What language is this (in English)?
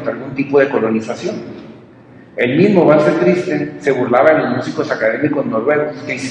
Spanish